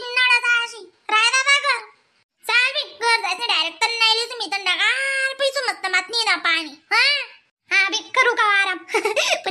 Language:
Khandesi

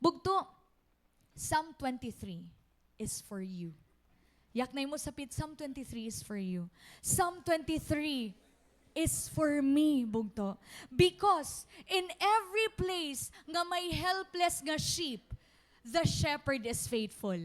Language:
Waray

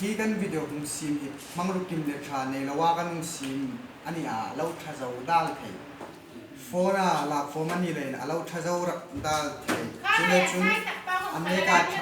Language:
Hmar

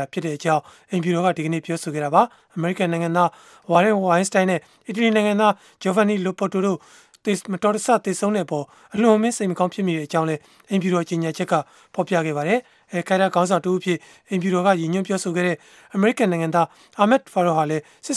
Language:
Burmese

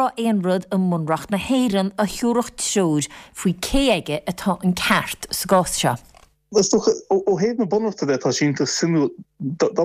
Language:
Irish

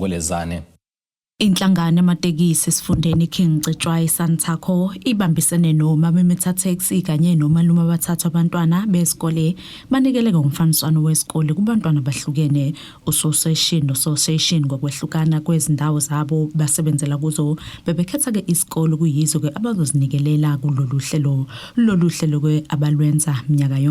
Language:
Zulu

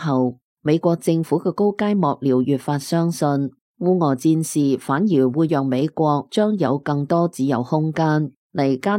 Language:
Cantonese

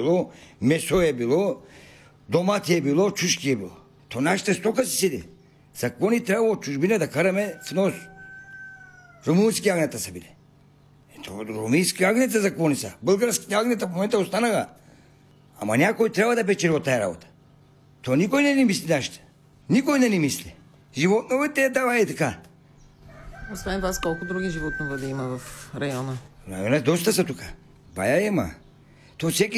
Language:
Bulgarian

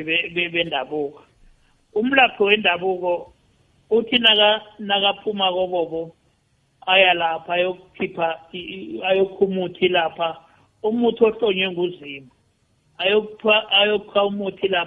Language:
South Ndebele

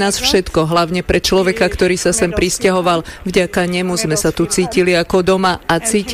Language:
Slovak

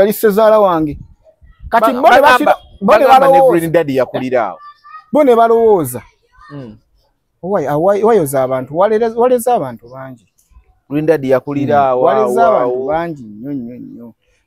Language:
Ganda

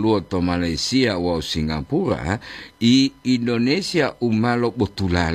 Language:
Gorontalo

